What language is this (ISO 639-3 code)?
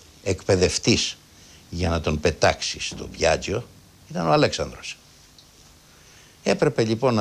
ell